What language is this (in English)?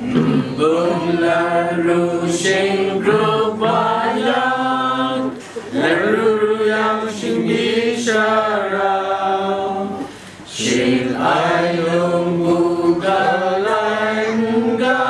Kachin